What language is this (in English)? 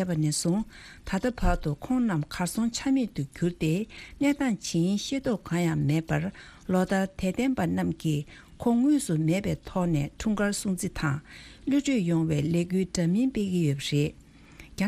Tibetan